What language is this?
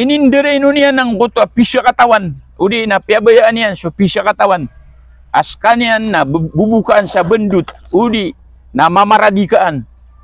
Maranao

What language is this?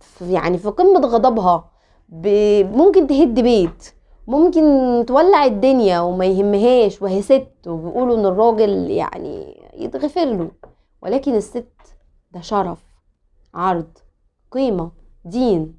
Egyptian Arabic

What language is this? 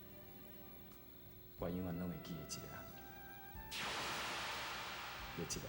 Min Nan Chinese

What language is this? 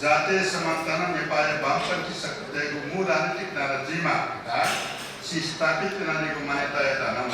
Newari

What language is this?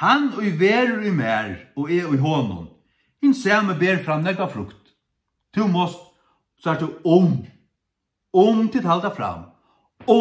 Faroese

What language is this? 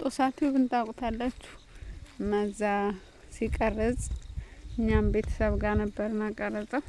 Amharic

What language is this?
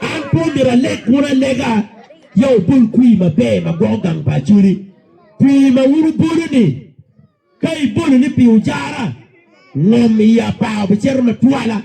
Acoli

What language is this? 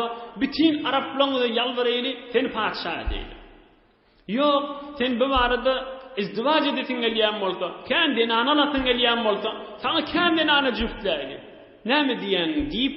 Turkmen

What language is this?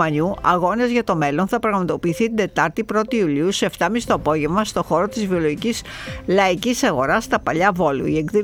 Greek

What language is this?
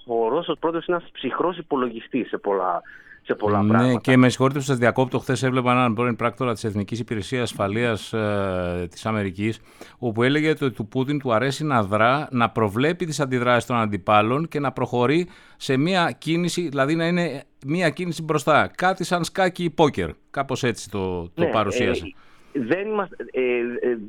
Greek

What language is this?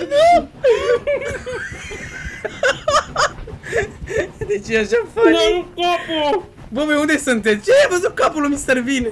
Romanian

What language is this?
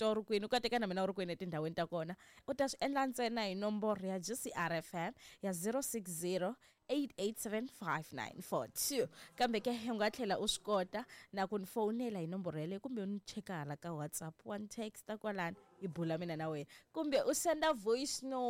Tsonga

